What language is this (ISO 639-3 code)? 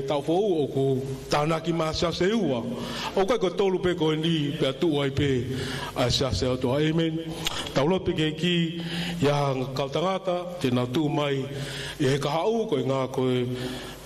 ton